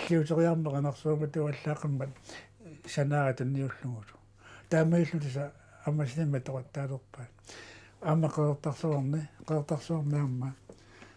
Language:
Kalaallisut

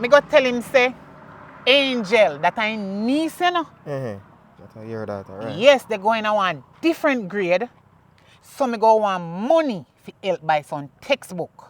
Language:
Jamaican Creole English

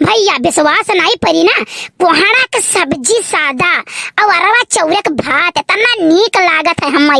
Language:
Awadhi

